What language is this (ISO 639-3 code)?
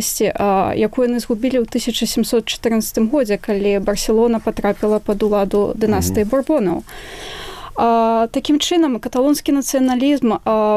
bel